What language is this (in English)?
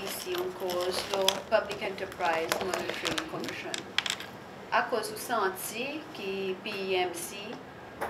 Seselwa Creole French